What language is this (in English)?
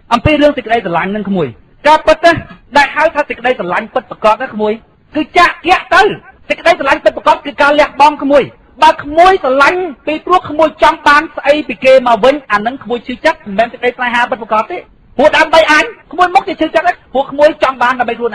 Khmer